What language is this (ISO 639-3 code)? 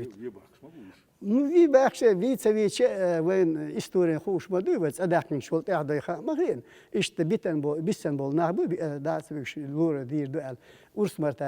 che